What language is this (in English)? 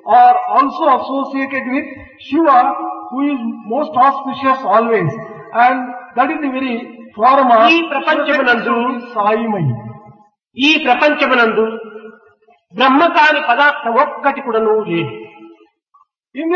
Telugu